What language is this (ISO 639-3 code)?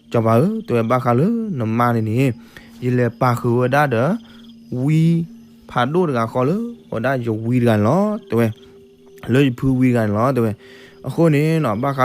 ksw